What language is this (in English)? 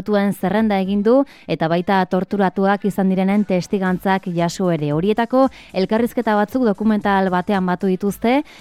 Basque